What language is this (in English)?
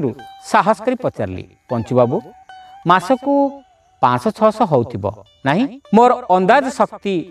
Odia